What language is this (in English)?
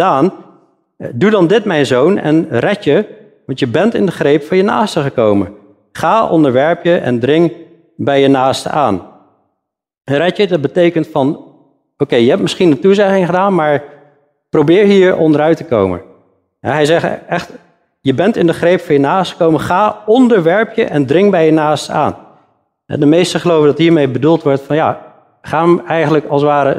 Dutch